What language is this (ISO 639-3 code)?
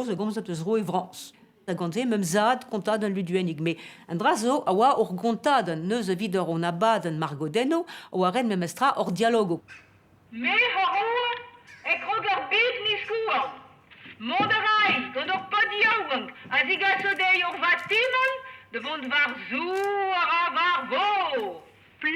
bre